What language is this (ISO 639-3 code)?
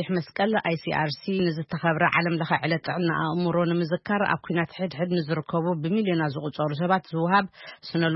tir